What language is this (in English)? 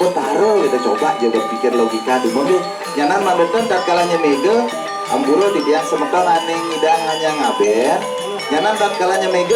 Balinese